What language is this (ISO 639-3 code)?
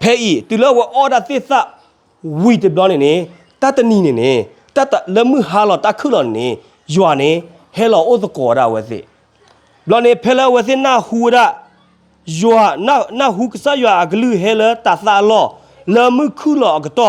ksw